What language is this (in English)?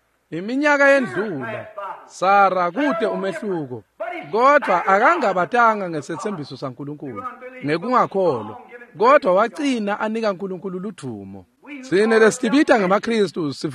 Swati